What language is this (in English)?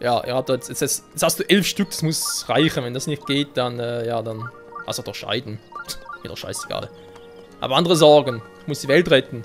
Swiss German